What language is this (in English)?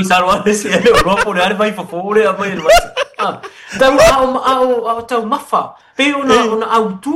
Samoan